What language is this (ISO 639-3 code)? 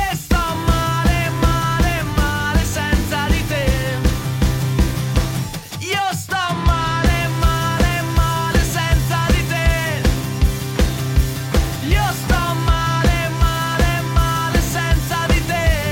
ita